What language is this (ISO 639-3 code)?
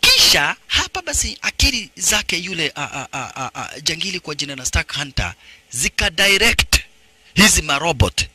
swa